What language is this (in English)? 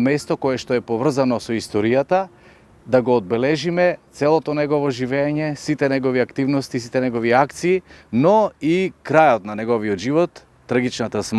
Macedonian